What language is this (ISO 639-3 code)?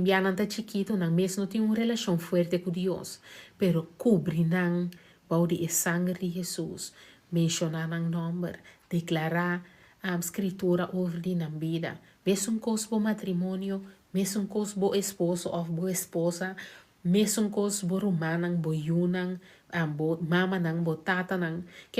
pap